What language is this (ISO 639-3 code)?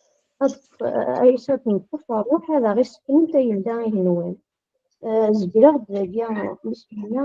kab